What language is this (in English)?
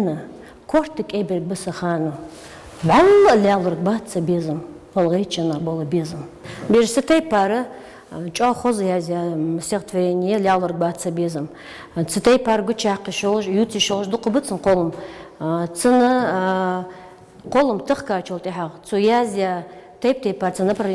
Ingush